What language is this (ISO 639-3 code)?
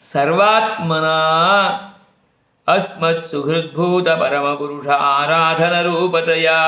san